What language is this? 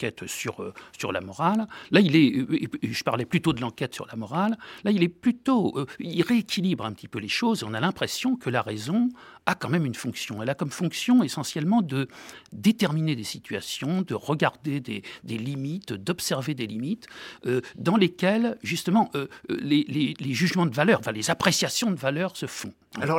French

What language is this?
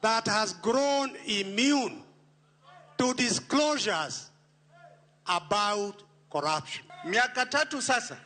Luo (Kenya and Tanzania)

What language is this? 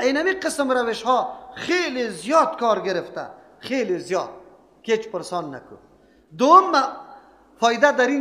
Persian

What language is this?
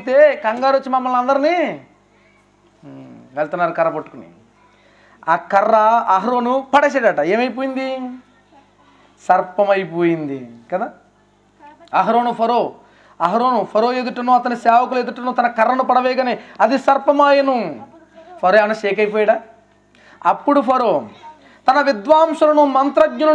Telugu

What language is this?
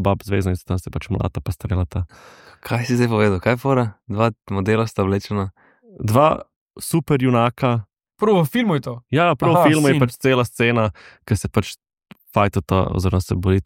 Slovenian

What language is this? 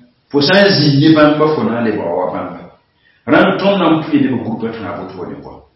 Mossi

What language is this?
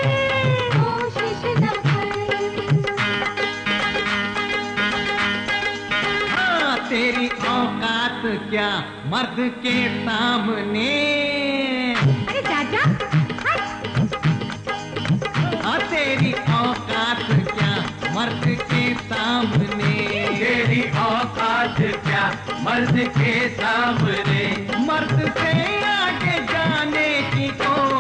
Hindi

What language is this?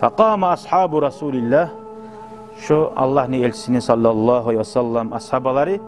Kumyk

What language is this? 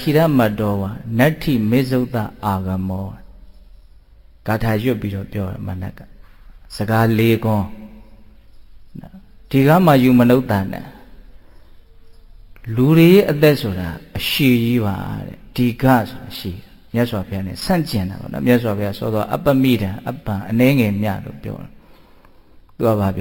Burmese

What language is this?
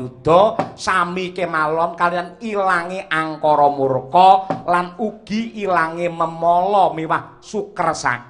Javanese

